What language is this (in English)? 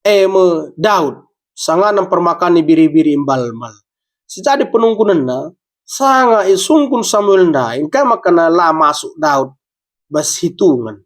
Batak Karo